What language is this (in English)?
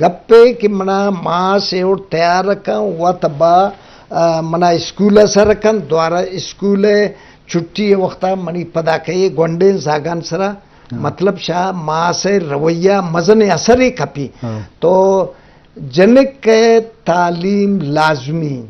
Eastern Balochi